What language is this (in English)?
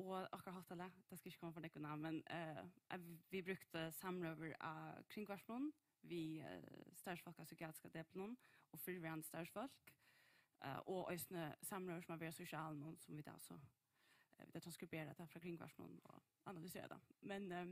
Faroese